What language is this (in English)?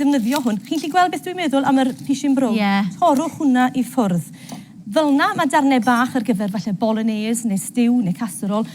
Welsh